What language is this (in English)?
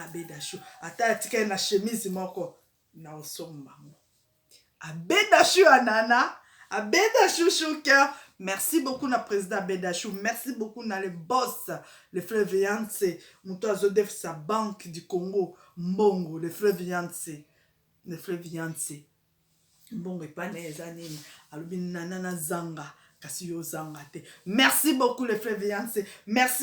Lingala